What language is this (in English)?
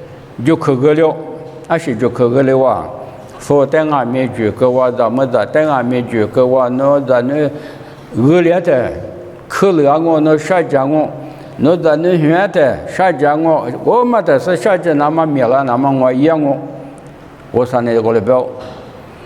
Lisu